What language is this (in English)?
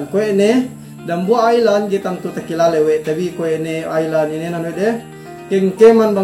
Yakan